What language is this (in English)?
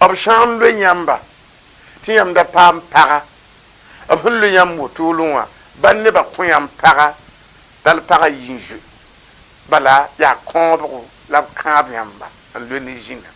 Mossi